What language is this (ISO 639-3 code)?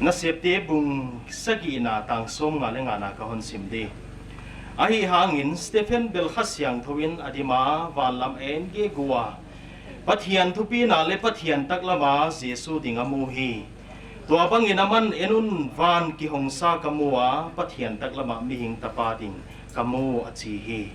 pck